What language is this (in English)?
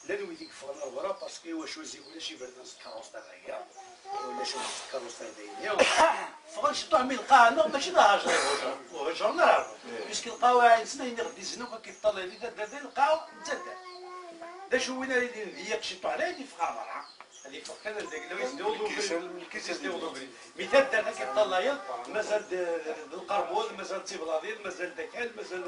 Kabyle